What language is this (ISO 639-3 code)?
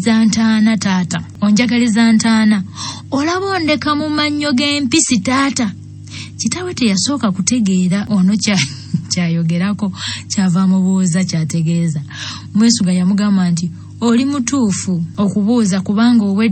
lug